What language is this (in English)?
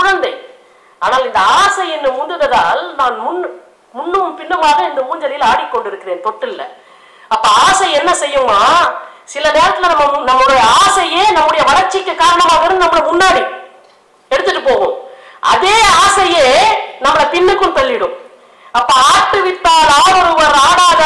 Tamil